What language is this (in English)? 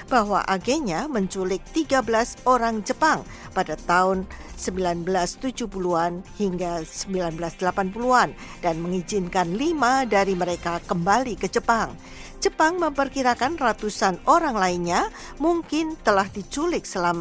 Indonesian